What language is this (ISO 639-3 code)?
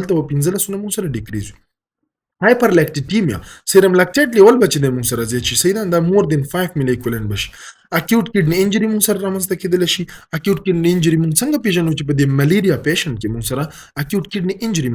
pus